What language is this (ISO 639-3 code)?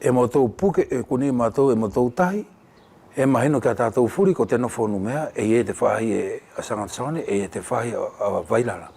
wls